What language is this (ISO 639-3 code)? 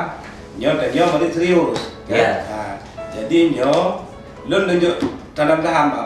ace